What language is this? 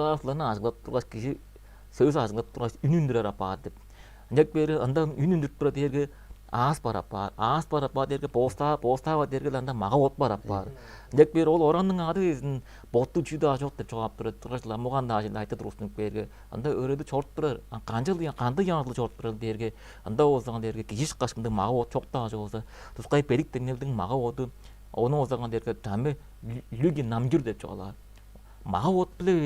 Tuvinian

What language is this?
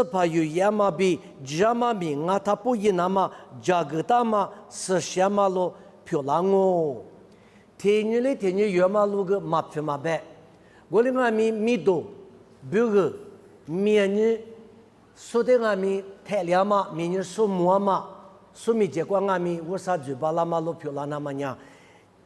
Lisu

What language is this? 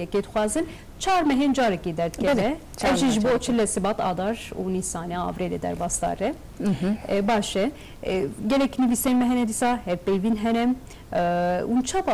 Kurdish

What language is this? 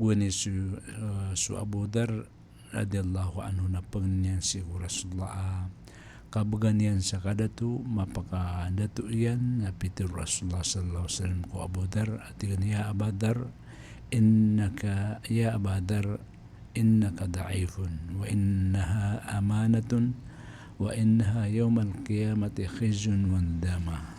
Maranao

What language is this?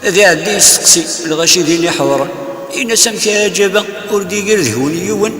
Kabyle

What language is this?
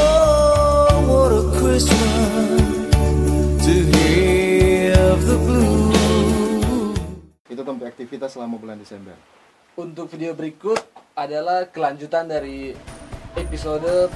Manado Malay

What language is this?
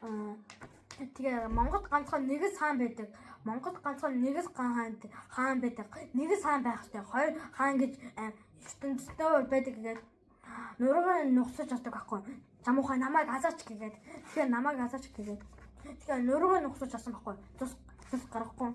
Mongolian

